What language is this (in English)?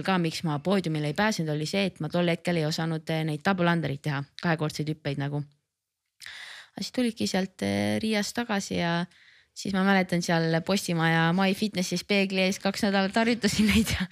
Estonian